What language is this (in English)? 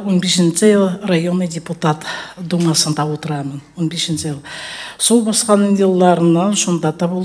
Tatar